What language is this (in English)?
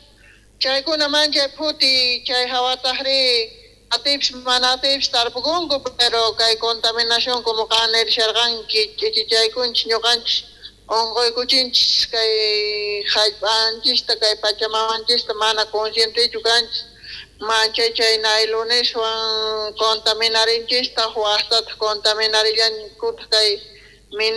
South Bolivian Quechua